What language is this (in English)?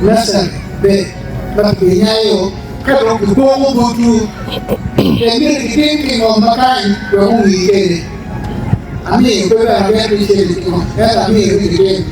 Acoli